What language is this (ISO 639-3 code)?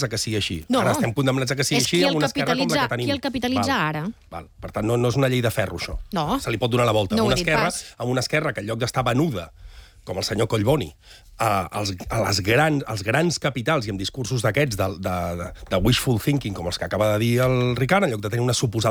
cat